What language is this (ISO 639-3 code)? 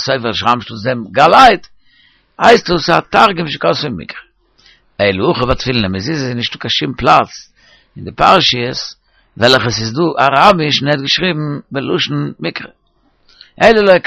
yid